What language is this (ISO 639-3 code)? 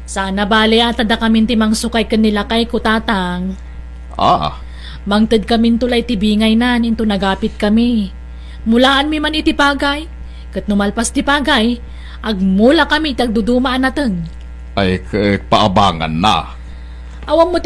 ilo